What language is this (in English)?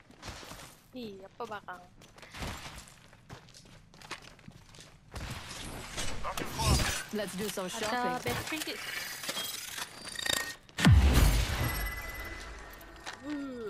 Malay